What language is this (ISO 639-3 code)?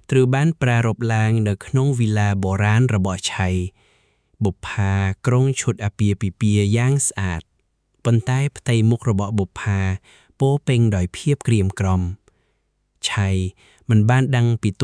khm